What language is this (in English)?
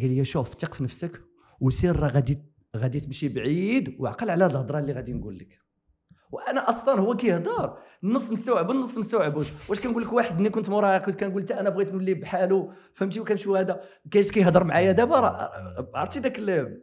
Moroccan Arabic